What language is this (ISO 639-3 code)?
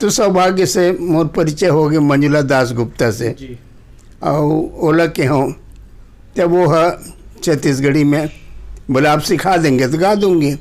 hne